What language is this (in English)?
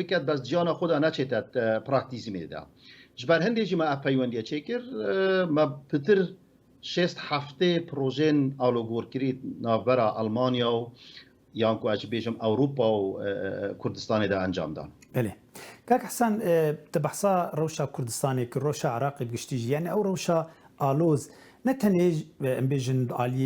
Kurdish